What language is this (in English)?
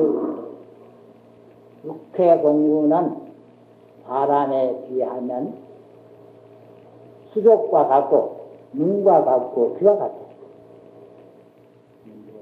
Korean